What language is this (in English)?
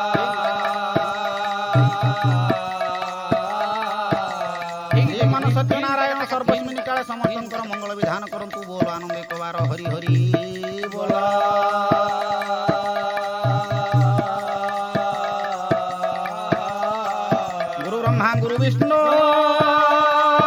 Odia